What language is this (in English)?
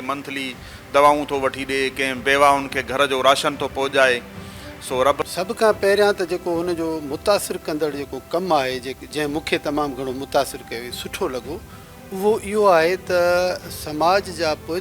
Sindhi